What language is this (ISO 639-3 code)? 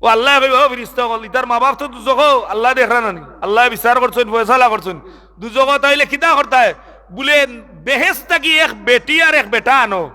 syl